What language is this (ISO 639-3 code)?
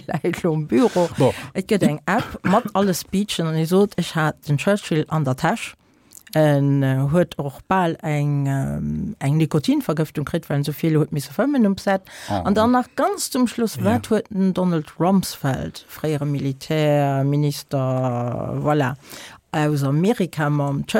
ltz